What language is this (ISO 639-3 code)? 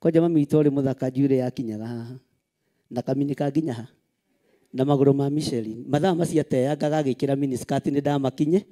kik